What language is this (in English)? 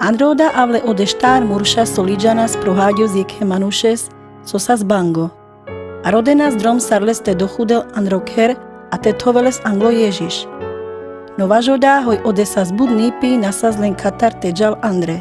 Carpathian Romani